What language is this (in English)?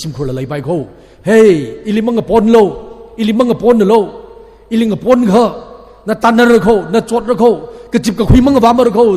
Tangkhul Naga (India)